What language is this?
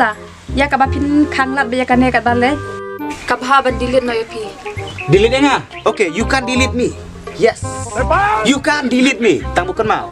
Khasi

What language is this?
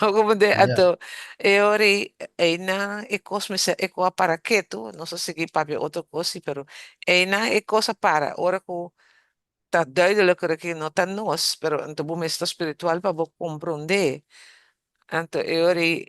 Papiamento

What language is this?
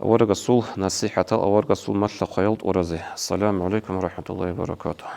Avaric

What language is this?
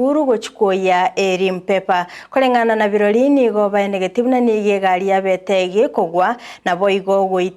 Gusii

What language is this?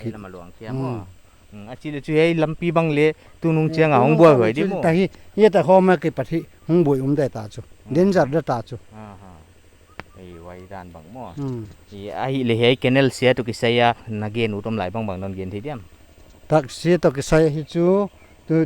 Paite Chin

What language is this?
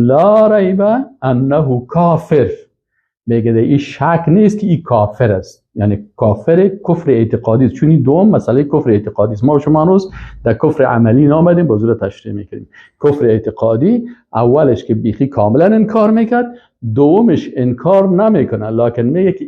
Persian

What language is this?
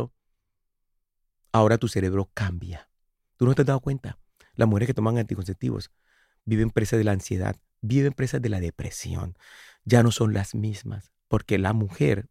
Spanish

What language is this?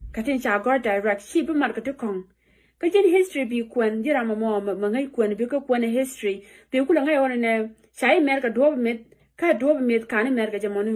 Nuer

